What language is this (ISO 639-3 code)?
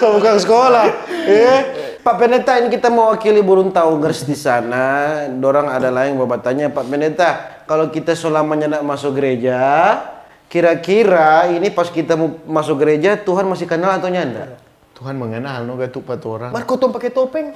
xmm